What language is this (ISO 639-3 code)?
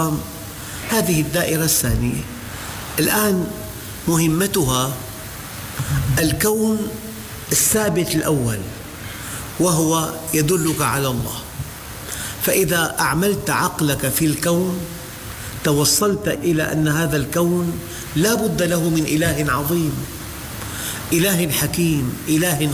ara